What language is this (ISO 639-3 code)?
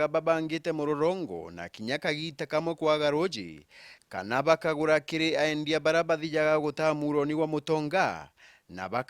mer